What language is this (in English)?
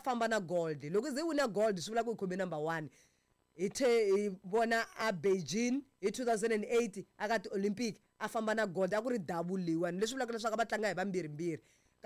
Tsonga